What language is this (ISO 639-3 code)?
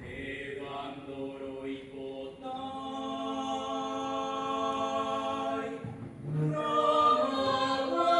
grn